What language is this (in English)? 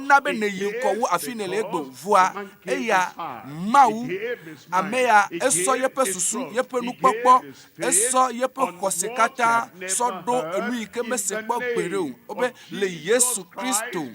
Ewe